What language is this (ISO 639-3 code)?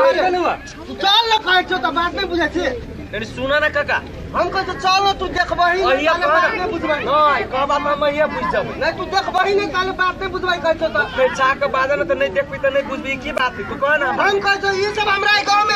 mai